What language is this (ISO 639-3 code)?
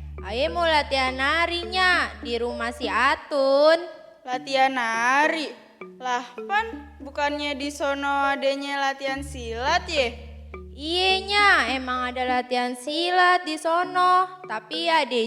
bew